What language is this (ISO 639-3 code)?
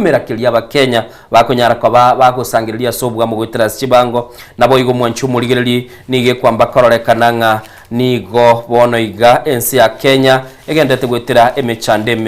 guz